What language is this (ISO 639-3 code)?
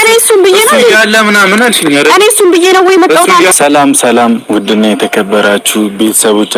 amh